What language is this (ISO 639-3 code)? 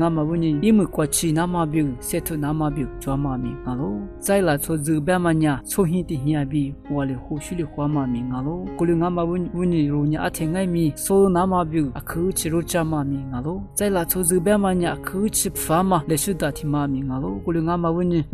lis